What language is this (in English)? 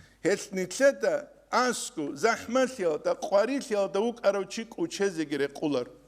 Avaric